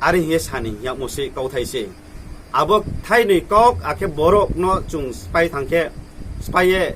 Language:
Riang (India)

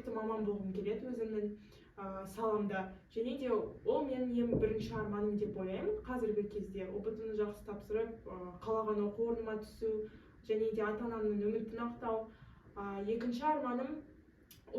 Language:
Kazakh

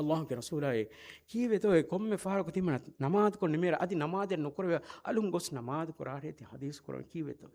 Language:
Divehi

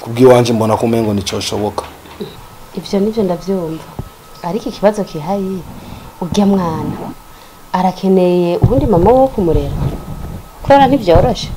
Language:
Rundi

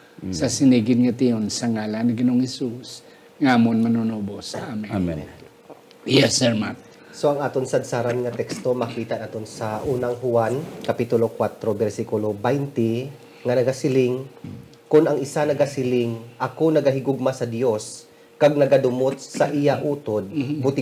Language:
Hiligaynon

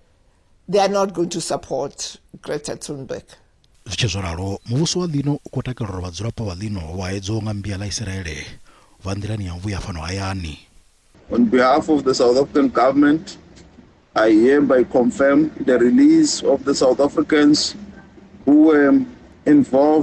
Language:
Venda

